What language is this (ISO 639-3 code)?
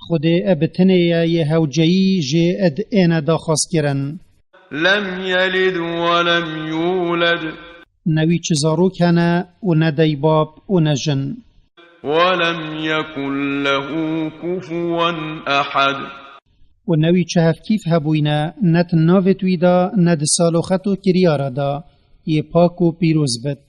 kur